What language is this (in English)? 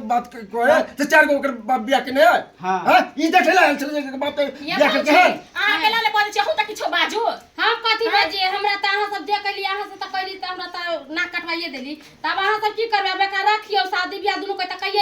Maithili